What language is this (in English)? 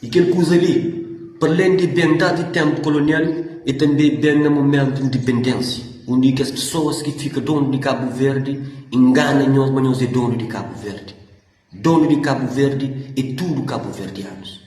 Kabuverdianu